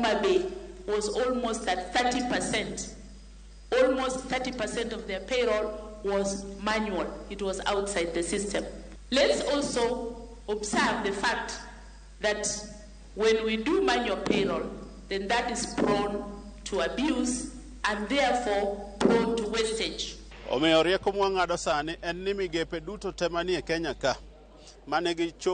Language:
Luo (Kenya and Tanzania)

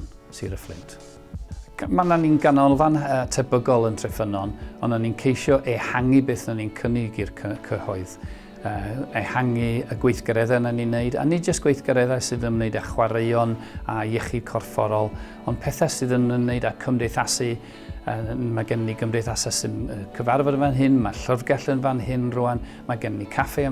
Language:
Welsh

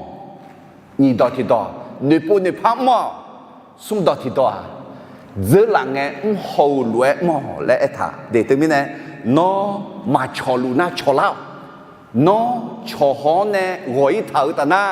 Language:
Akha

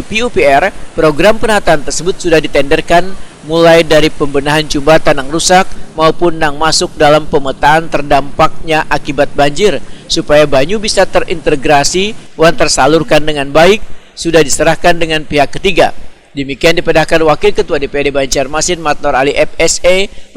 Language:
Banjar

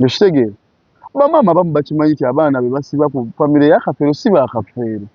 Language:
Ganda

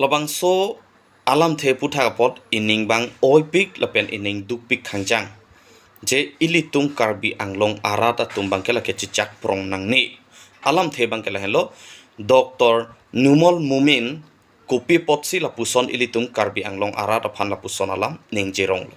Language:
Karbi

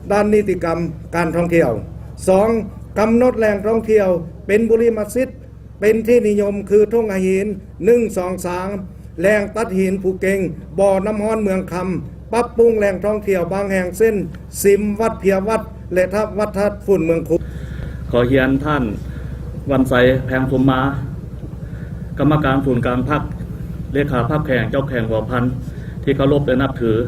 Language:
Lao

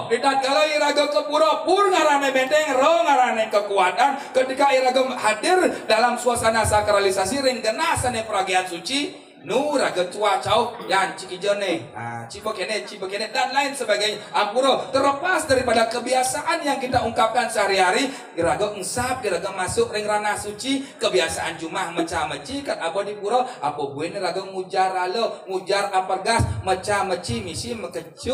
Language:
Balinese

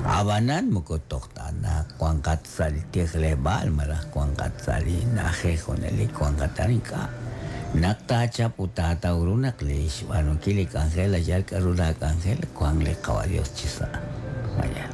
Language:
Kekchí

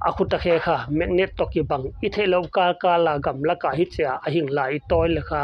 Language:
Paite Chin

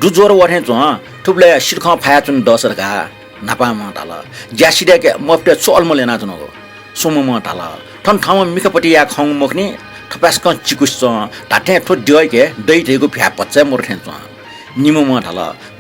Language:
Newari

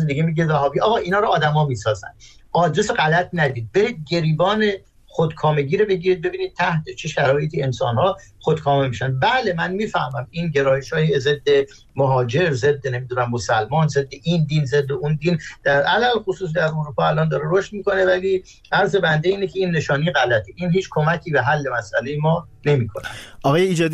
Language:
Persian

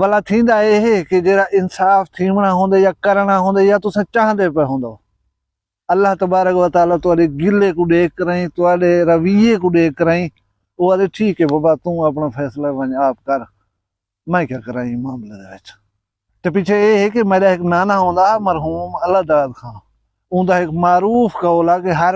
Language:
Saraiki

